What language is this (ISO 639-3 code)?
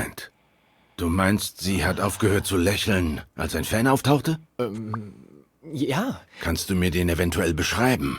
gsw